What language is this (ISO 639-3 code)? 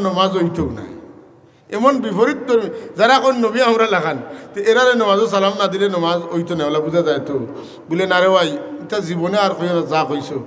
syl